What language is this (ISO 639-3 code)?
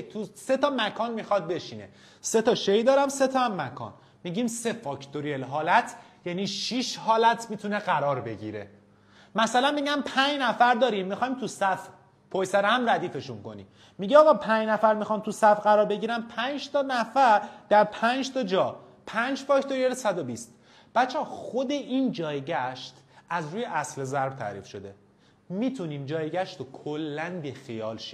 fas